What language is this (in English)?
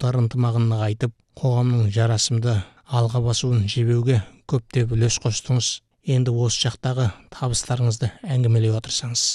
Kazakh